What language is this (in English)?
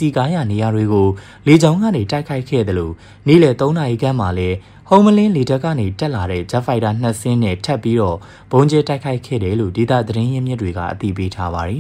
Burmese